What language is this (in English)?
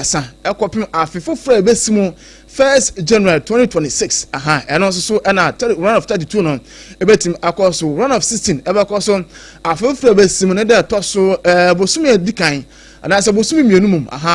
Akan